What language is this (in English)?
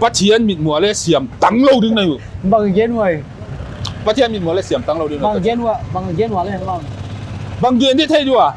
Paite Chin